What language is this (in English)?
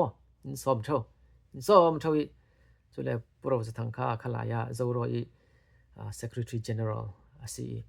Falam Chin